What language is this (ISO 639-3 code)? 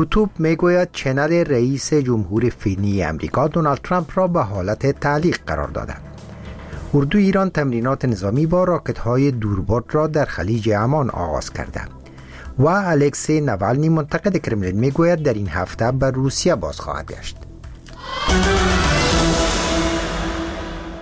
fas